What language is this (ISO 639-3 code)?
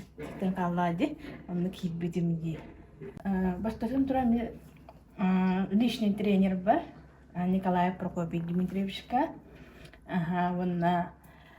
sah